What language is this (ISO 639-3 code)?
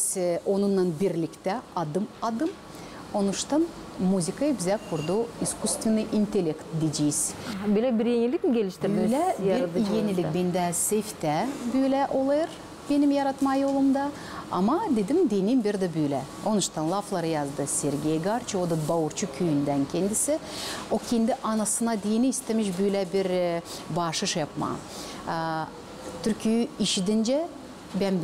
gag